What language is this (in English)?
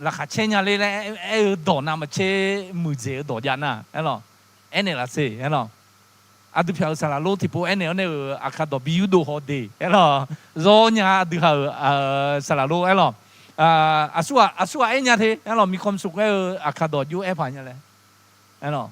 Akha